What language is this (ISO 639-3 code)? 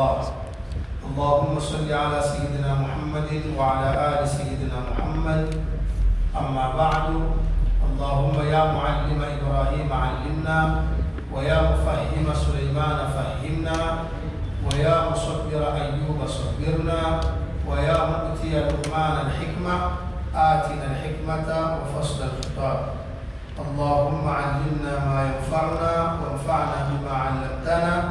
swa